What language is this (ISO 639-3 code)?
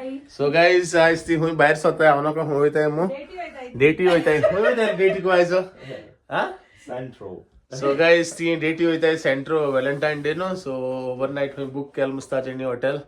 kok